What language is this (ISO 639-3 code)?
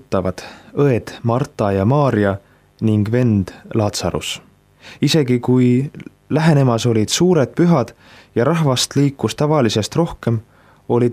est